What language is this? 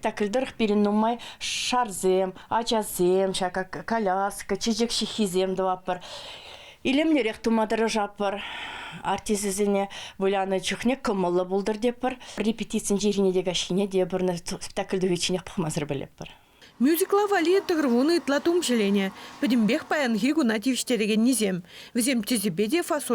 Chuvash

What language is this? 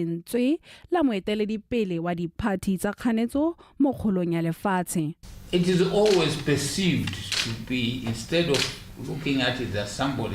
Tswana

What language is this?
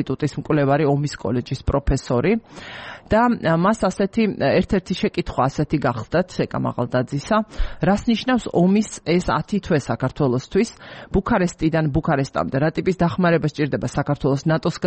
Georgian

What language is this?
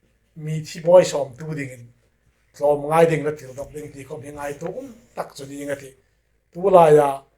Hmar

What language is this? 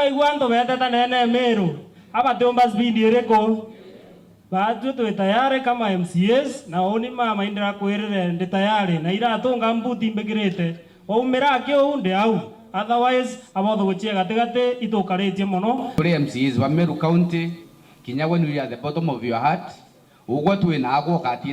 Meru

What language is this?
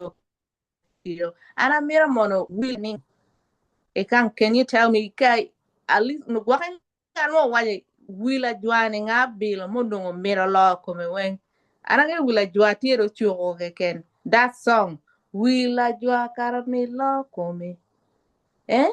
Acoli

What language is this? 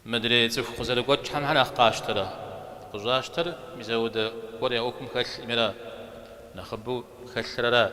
Kabardian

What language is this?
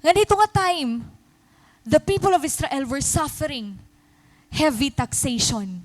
Waray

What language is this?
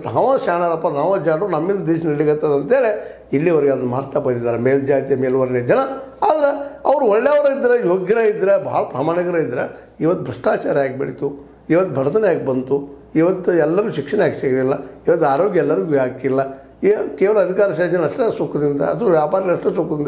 Kannada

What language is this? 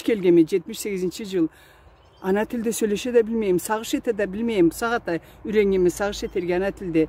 Karachay-Balkar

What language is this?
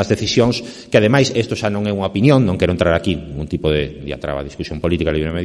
Galician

